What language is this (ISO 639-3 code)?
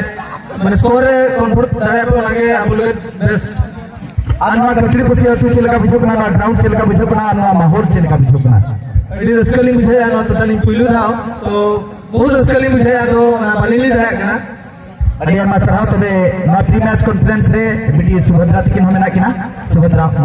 sat